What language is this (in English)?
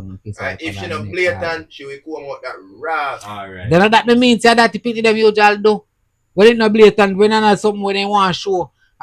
Jamaican Creole English